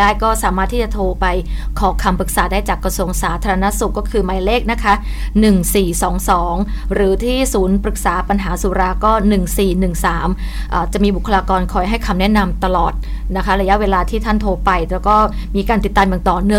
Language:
Thai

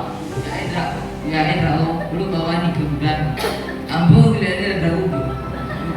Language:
Nias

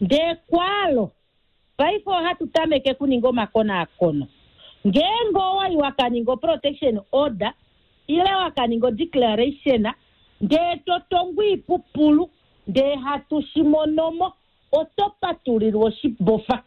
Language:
Kuanyama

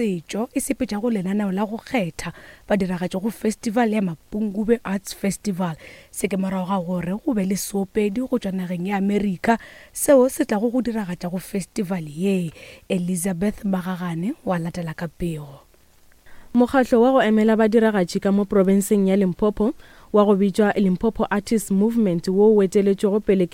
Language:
Northern Sotho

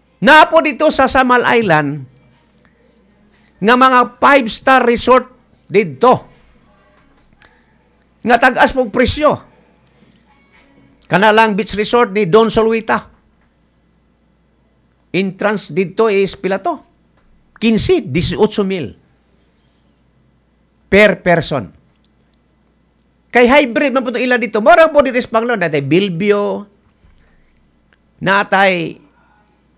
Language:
Cebuano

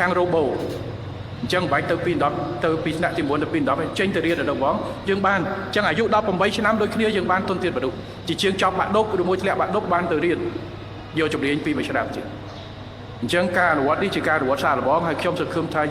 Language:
Khmer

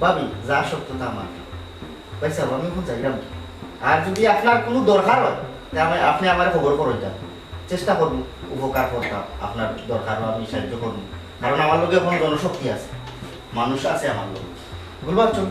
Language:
Sylheti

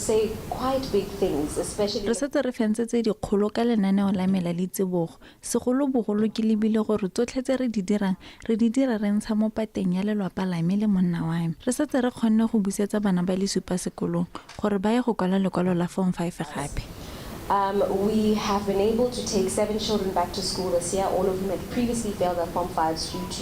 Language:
Tswana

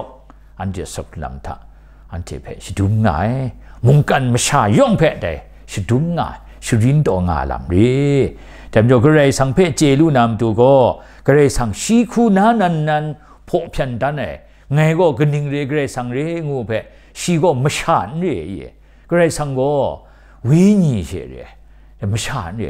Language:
Kachin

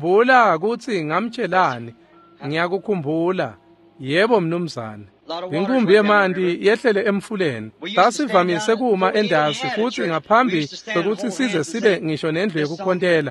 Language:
Swati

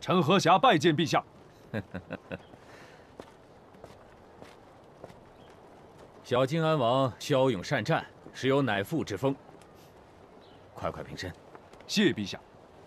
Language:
Chinese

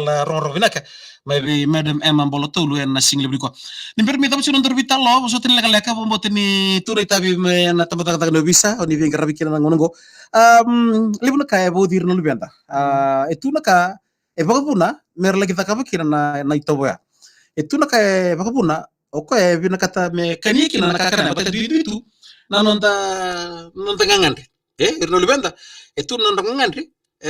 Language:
Fijian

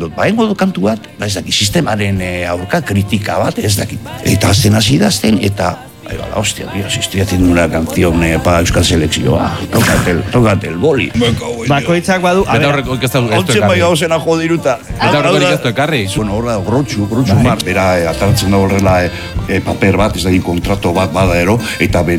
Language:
Basque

